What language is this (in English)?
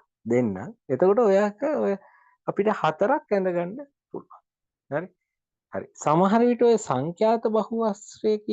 Sinhala